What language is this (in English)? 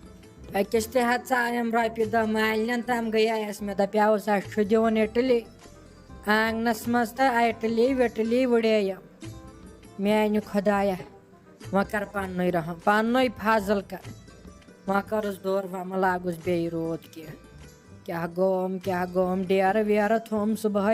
Kashmiri